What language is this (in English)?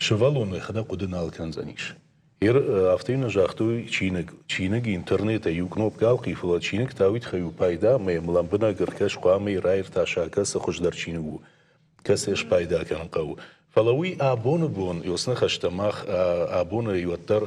Ossetic